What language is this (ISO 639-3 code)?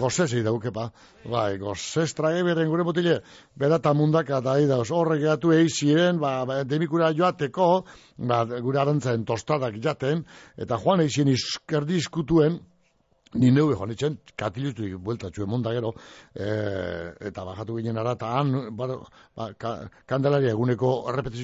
eus